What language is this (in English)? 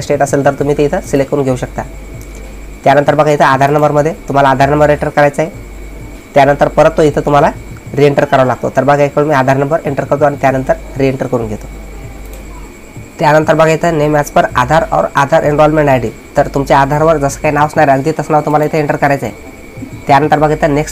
Marathi